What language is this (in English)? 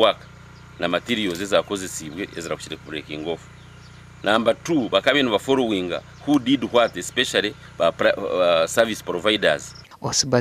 Nyankole